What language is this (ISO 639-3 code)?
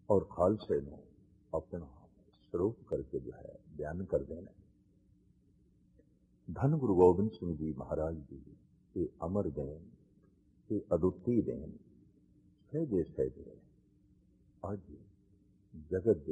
pan